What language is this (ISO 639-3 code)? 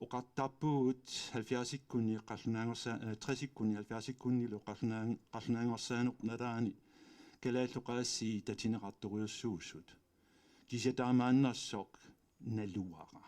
kal